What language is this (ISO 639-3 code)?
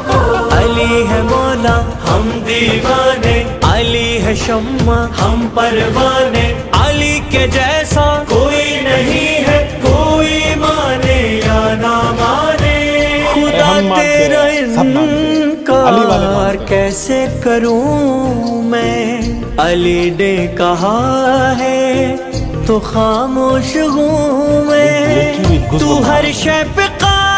hin